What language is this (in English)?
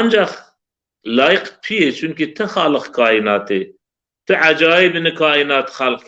Zaza